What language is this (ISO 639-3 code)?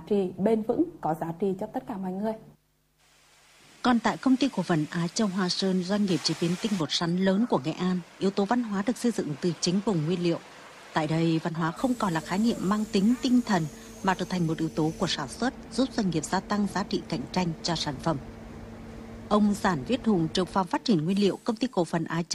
vie